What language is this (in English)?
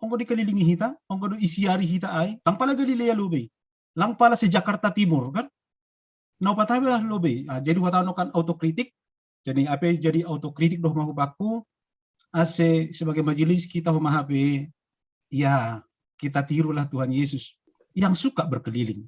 Batak Simalungun